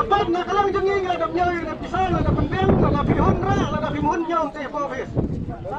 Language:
Khasi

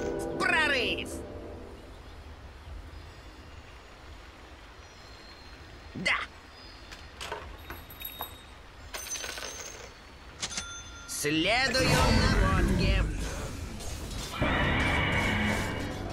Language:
Russian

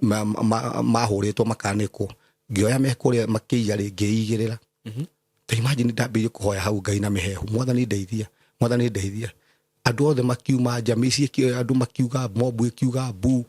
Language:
Kikuyu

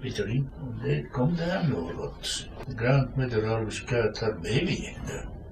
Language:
Scots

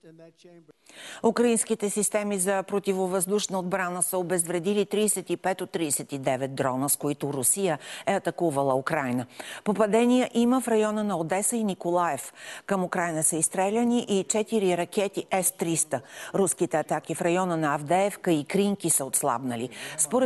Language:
Bulgarian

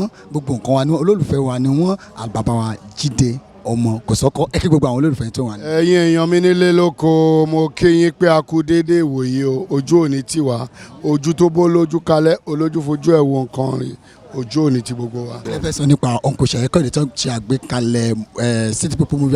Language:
Yoruba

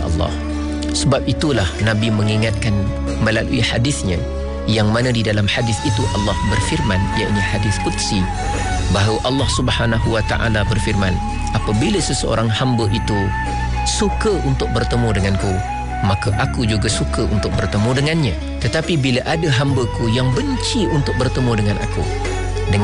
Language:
Malay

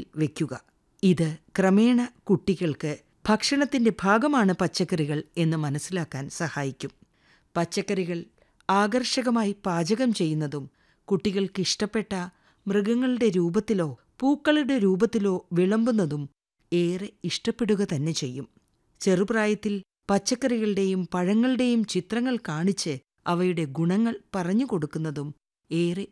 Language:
Malayalam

